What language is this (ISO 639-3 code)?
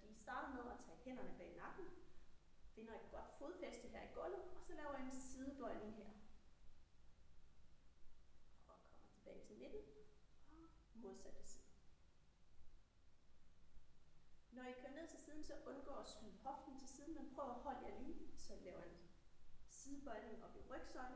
dan